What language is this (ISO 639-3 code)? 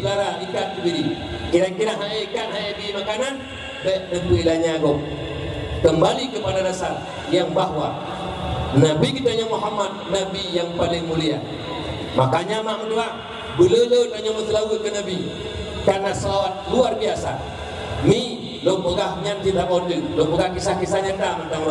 ace